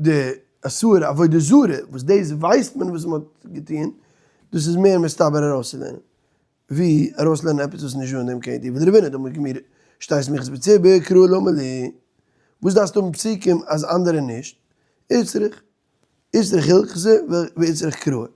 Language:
Yiddish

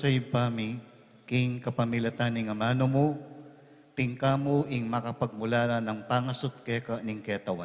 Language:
Pampanga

